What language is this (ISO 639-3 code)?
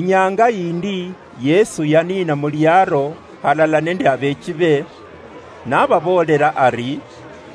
luy